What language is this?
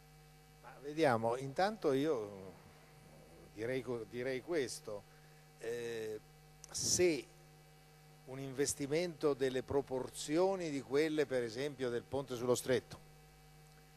Italian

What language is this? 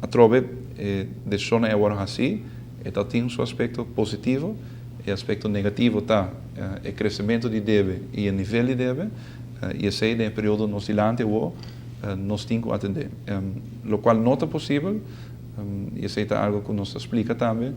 Papiamento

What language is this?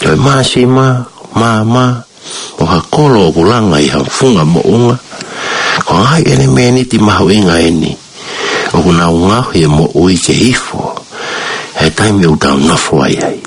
Tongan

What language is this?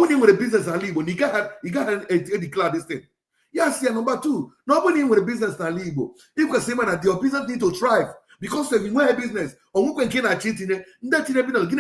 Igbo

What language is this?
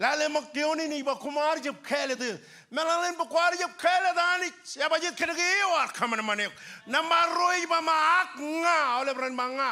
Marshallese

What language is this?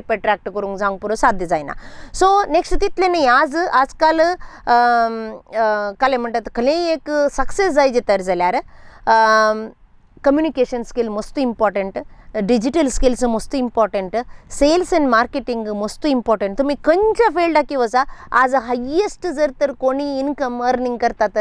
Konkani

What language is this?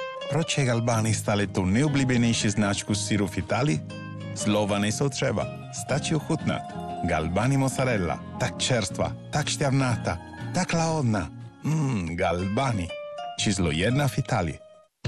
Czech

